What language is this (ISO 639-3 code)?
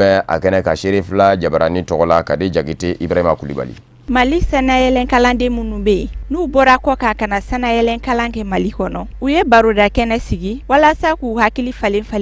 bam